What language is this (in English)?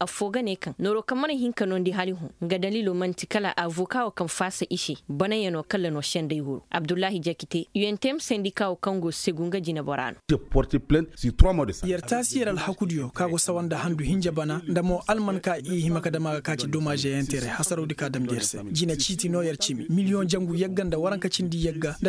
Koyraboro Senni